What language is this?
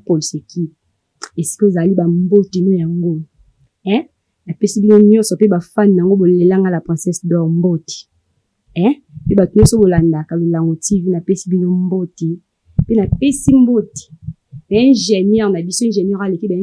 Lingala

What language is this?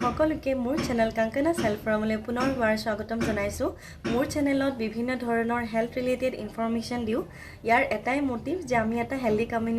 Assamese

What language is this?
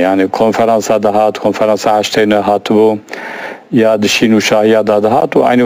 Kurdish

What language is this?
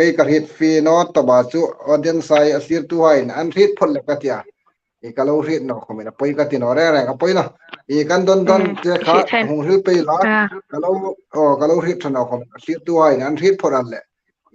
Hmar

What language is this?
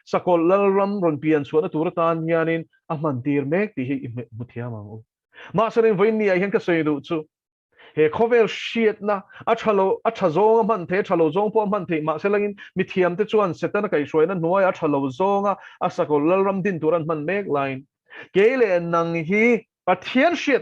Mizo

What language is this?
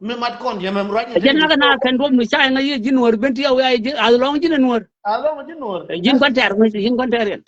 Nuer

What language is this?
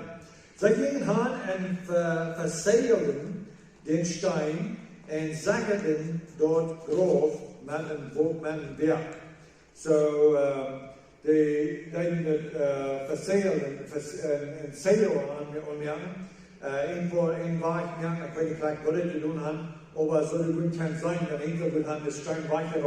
Plautdietsch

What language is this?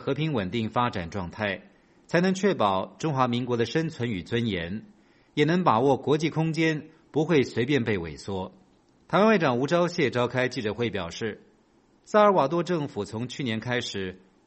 Chinese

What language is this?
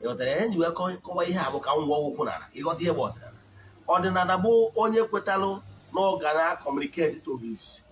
Igbo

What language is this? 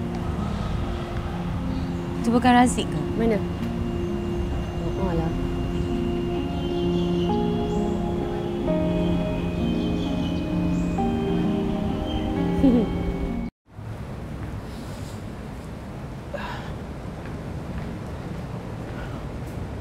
Malay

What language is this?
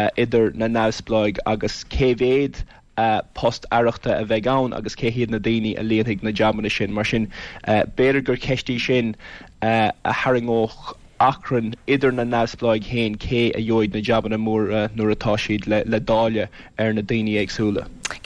Irish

